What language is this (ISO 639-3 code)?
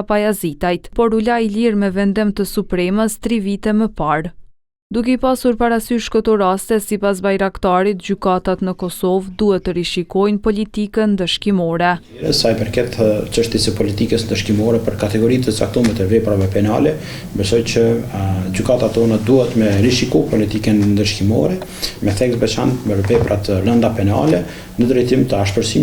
sqi